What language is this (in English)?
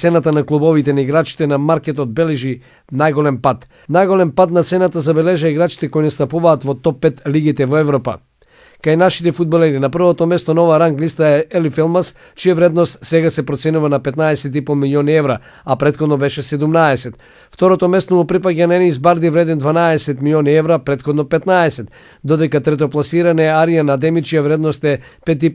Macedonian